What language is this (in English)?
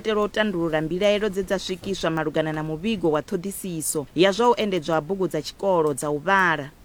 Venda